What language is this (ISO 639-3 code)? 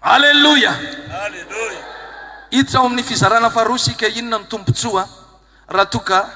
mlg